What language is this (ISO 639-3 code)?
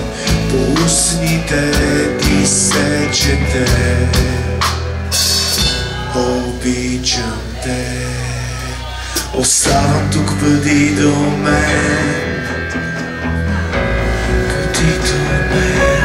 bul